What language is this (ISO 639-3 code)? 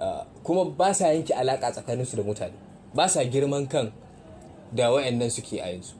hau